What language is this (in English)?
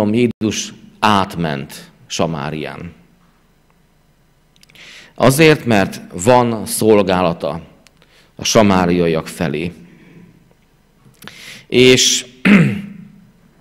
Hungarian